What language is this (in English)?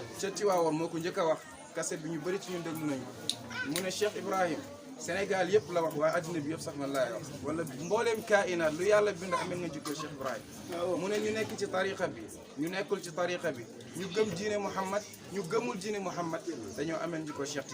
Wolof